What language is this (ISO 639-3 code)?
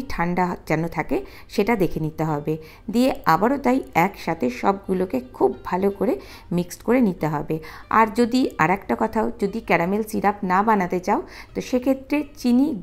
ben